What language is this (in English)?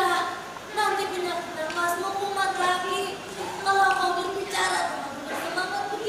Banjar